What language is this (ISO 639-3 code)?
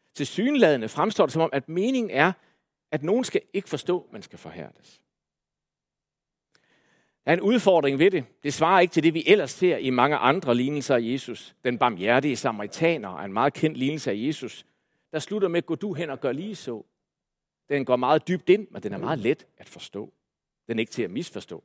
dan